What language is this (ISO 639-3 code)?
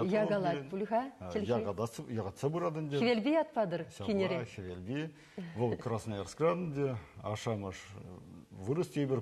chv